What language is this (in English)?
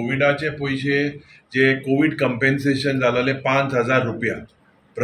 Konkani